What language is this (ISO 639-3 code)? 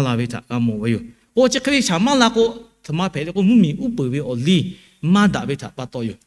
lhu